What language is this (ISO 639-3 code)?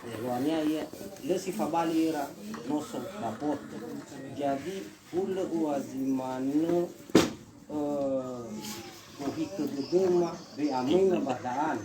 nia